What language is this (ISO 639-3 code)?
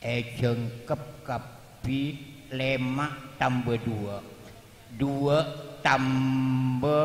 mad